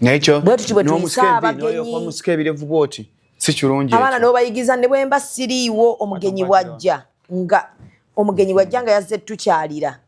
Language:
Ganda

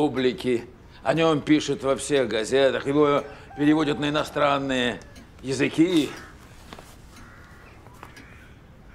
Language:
Russian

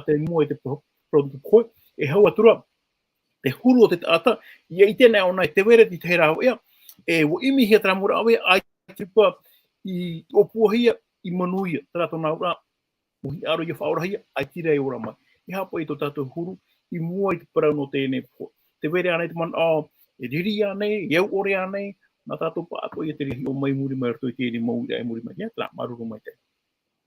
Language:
Tahitian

